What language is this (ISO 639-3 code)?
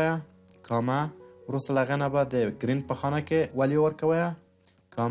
pus